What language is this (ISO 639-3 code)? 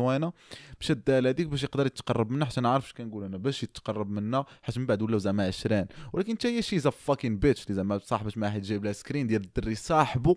ary